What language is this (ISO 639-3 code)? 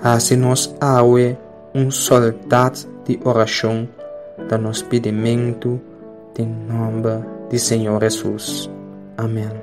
pap